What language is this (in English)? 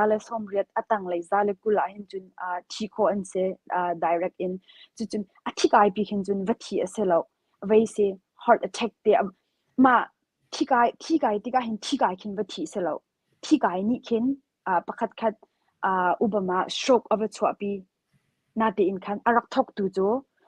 Hakha Chin